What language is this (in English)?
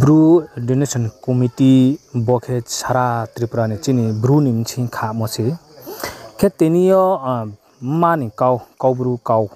Riang (India)